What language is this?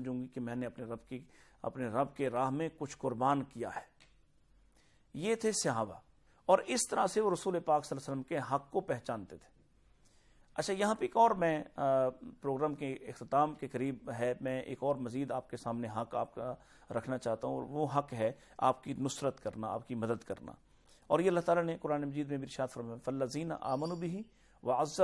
Urdu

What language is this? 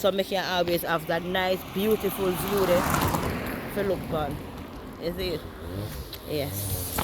Jamaican Creole English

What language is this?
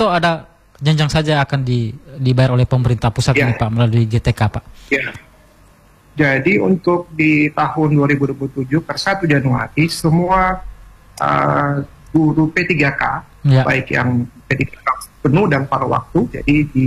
Indonesian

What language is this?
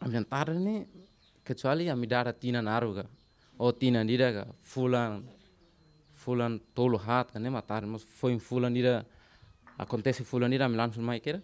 Tetum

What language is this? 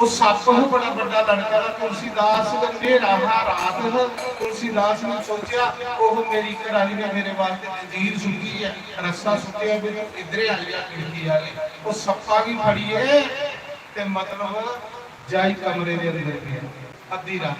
Dogri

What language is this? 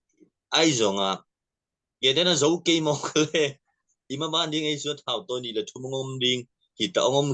Tedim Chin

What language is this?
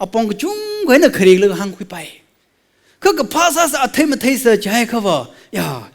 Tangkhul Naga (India)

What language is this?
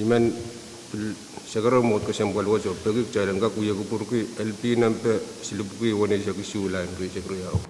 Pohnpeian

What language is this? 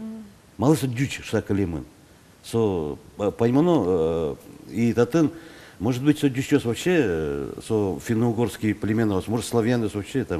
Udmurt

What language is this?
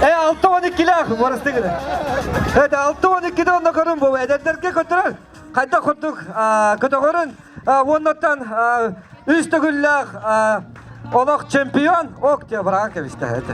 Yakut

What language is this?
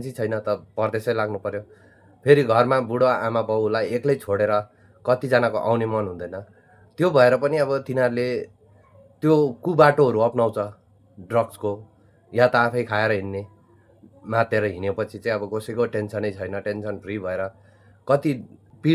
Nepali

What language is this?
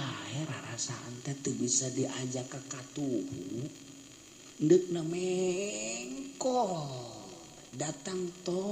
Sundanese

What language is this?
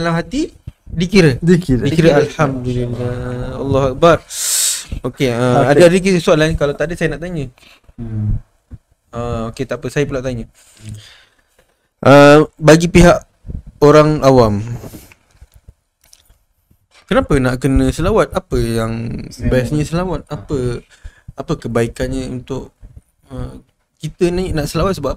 Malay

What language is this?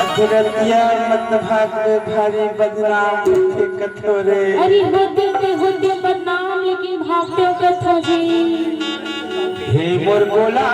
Chhattisgarhi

